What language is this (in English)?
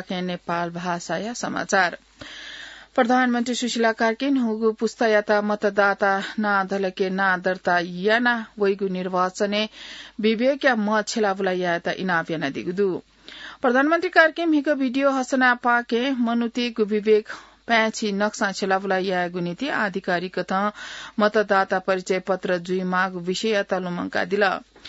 Newari